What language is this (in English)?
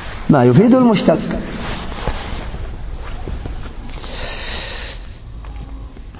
Arabic